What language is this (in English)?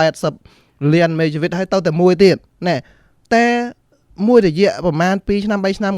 Khmer